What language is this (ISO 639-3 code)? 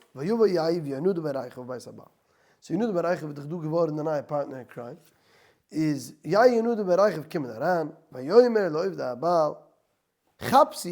yid